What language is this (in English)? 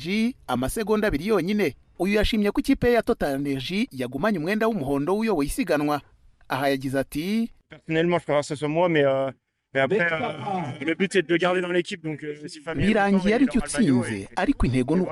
Kinyarwanda